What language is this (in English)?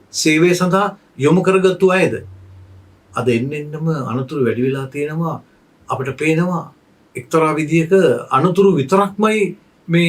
Sinhala